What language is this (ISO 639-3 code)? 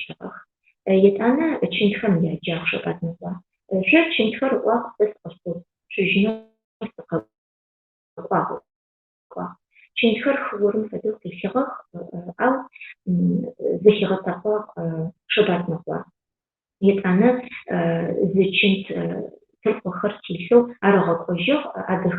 ady